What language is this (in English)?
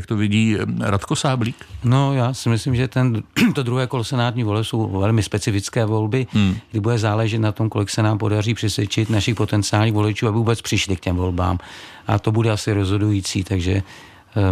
Czech